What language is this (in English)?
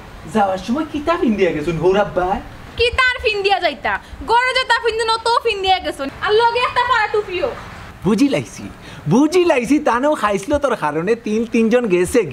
Sylheti